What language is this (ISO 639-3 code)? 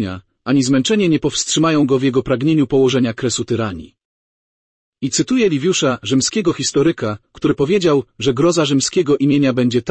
pol